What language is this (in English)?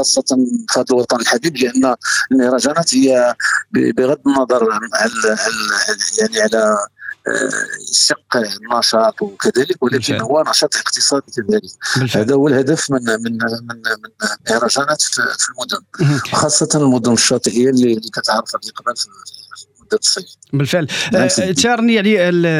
Moroccan Arabic